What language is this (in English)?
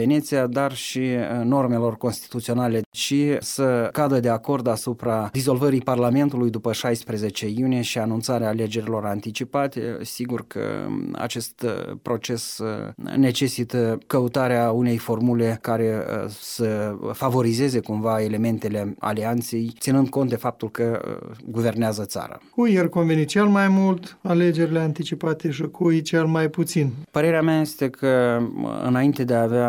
Romanian